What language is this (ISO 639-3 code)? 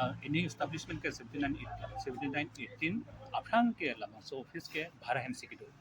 mjw